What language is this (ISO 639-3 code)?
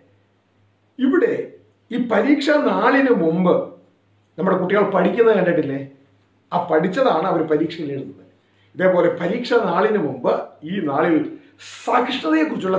mal